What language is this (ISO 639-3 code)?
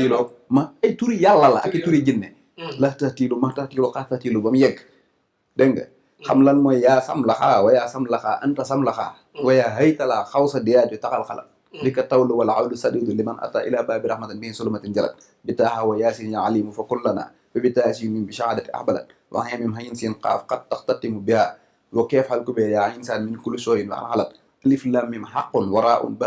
wol